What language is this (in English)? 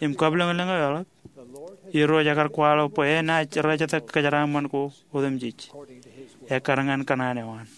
Marshallese